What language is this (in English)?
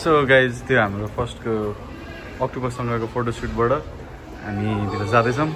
Nepali